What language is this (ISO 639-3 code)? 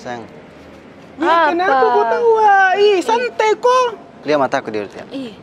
mfp